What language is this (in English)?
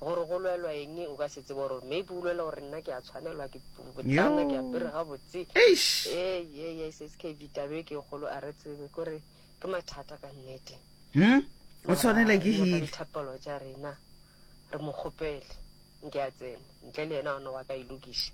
Northern Sotho